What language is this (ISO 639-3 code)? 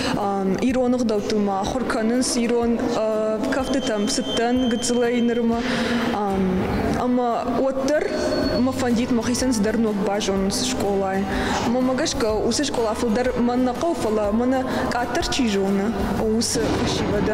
oss